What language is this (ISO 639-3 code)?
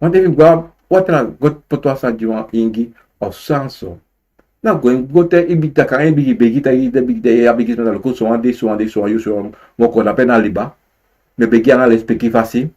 srn